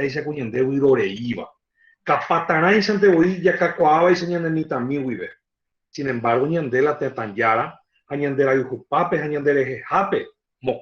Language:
Guarani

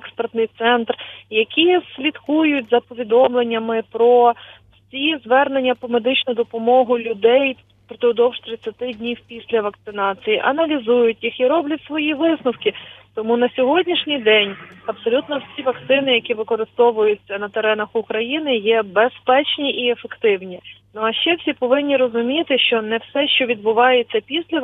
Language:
Ukrainian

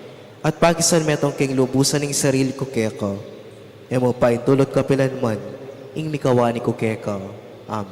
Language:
Pampanga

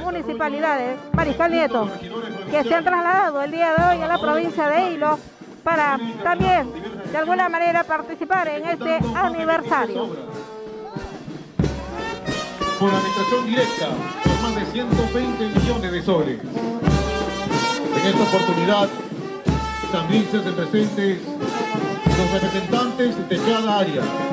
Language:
Spanish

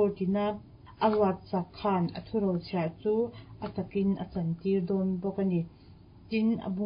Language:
Mizo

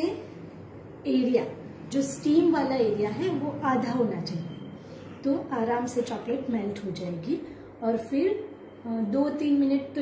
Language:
Hindi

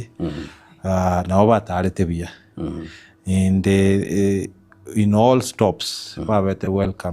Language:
Gusii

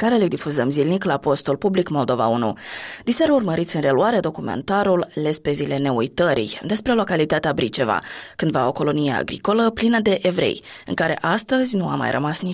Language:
Romanian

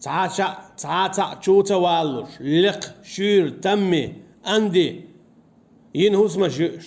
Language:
Chechen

